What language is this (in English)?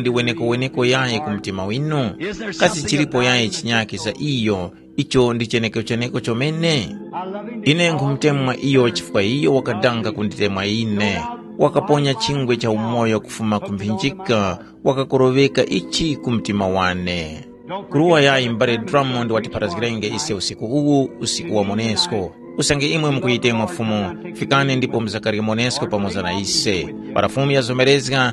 Tumbuka